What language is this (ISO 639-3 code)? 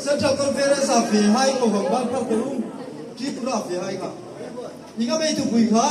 hmr